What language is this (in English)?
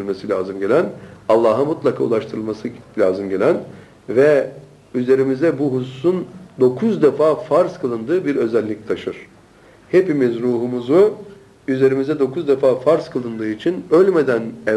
Turkish